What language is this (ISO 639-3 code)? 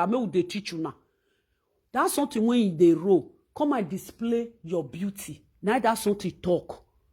pcm